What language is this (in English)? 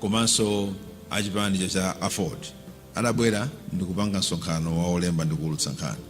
Nyanja